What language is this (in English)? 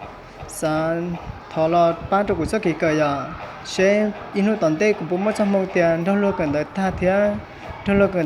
Hmong